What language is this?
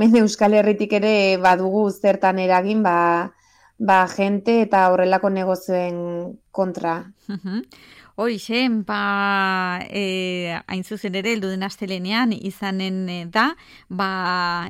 Basque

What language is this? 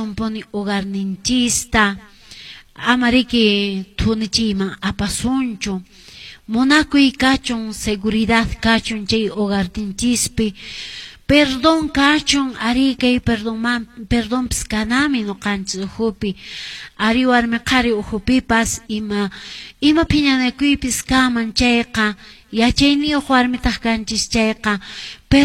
Quechua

